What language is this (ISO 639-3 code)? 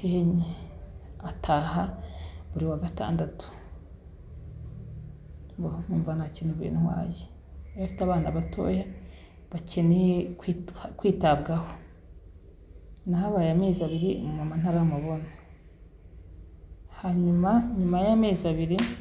kin